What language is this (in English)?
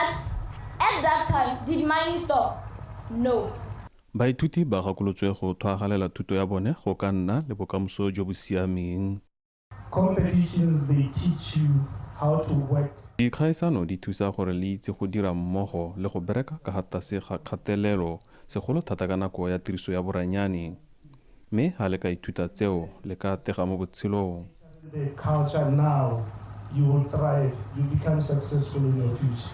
Tswana